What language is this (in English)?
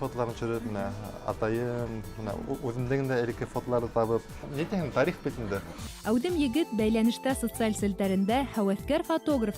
Bashkir